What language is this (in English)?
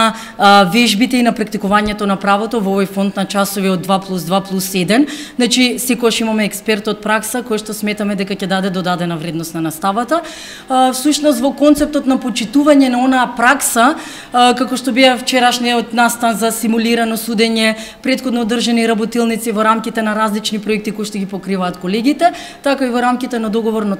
Macedonian